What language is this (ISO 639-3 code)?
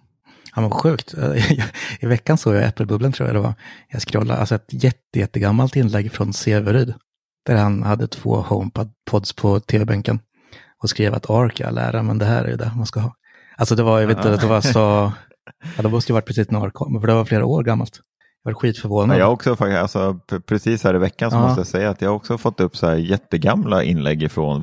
swe